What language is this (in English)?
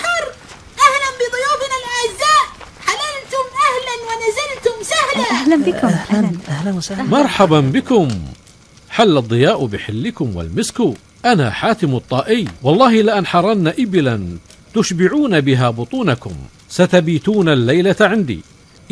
Arabic